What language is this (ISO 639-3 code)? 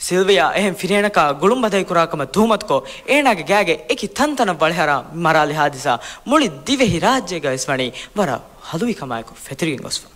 div